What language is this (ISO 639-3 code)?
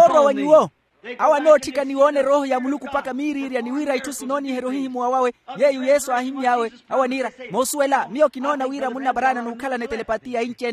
vmw